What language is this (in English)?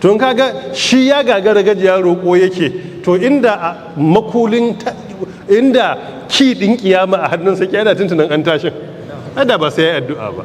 Hausa